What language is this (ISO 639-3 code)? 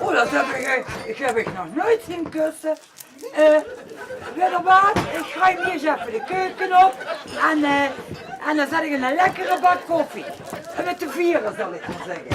lim